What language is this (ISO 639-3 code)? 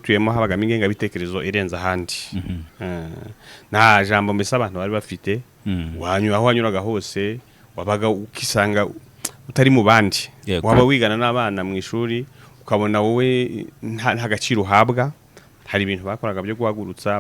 kin